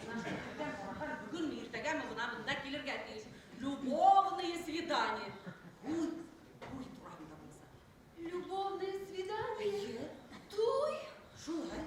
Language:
Bashkir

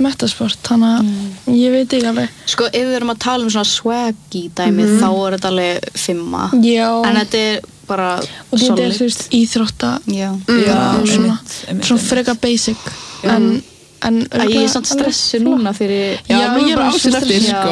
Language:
Icelandic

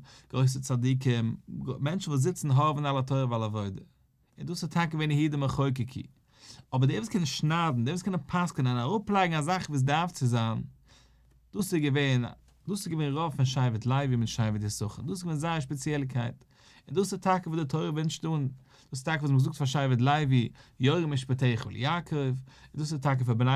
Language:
Yiddish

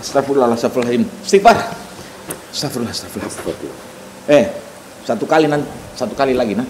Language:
Makassar Malay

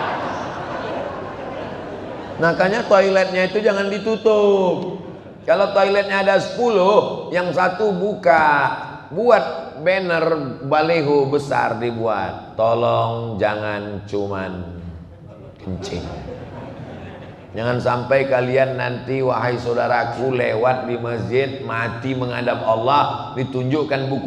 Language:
Indonesian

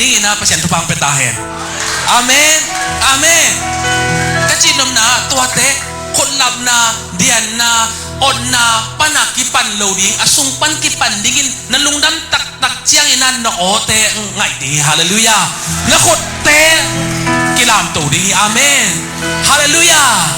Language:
Tedim Chin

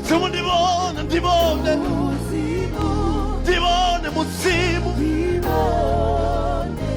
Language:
Venda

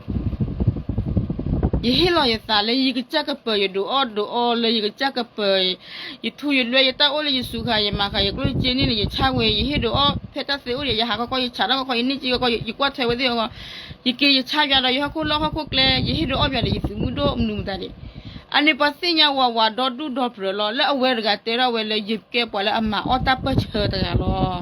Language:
S'gaw Karen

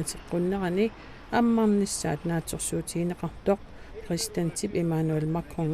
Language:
Kalaallisut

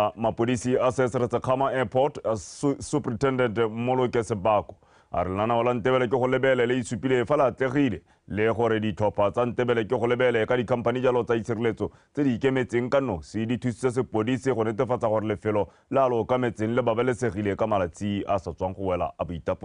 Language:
Tswana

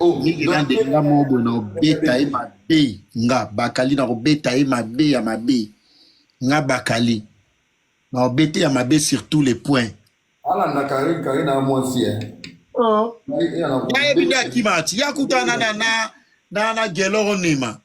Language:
Lingala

